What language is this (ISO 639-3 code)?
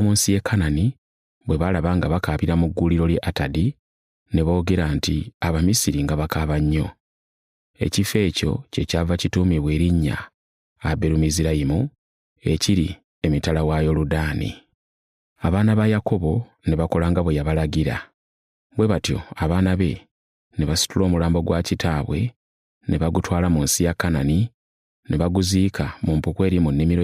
lug